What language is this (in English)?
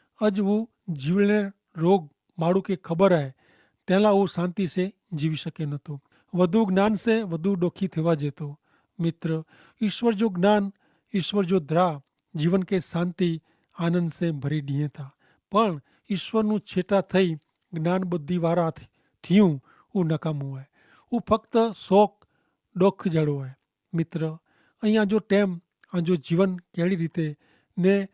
Kachhi